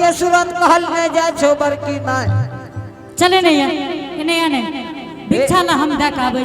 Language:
Angika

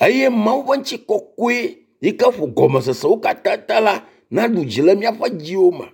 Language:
Ewe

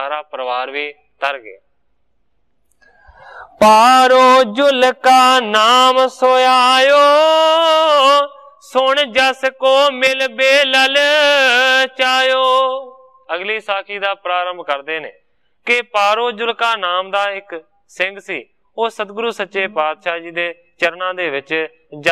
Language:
Punjabi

